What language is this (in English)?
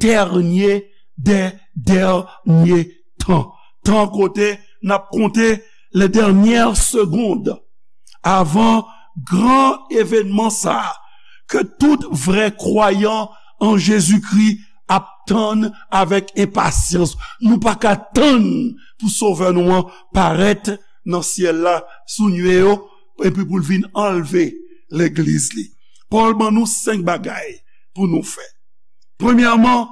Haitian Creole